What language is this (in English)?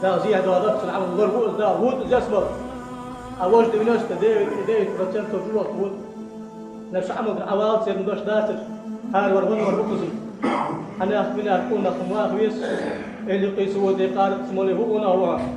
Ingush